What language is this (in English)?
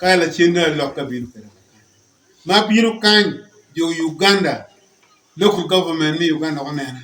Acoli